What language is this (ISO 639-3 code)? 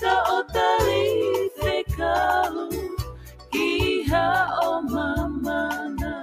ton